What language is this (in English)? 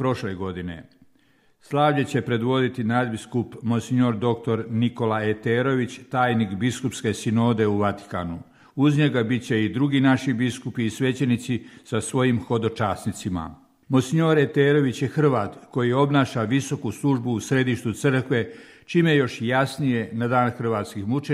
Croatian